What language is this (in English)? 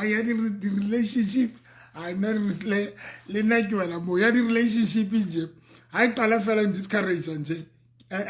Southern Sotho